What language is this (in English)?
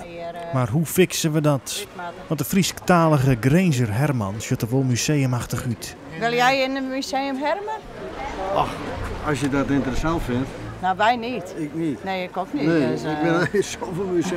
Western Frisian